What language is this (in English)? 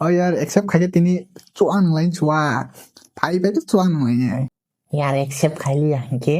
Kok Borok